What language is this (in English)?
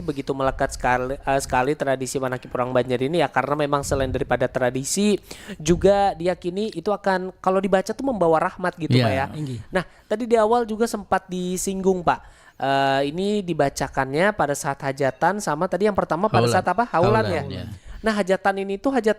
Banjar